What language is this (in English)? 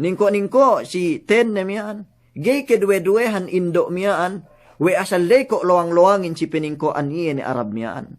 Yakan